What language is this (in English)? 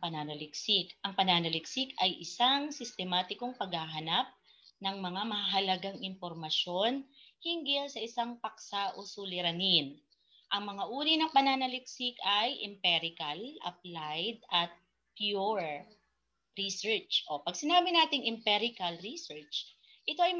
Filipino